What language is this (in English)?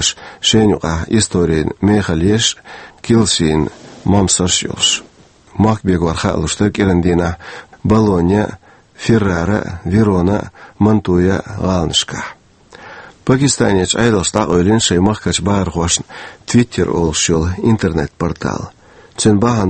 Chechen